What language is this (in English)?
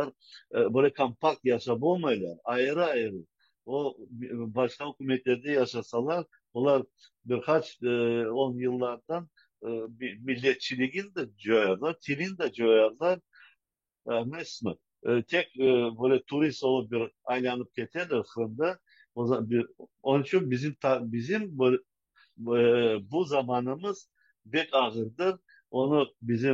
Crimean Tatar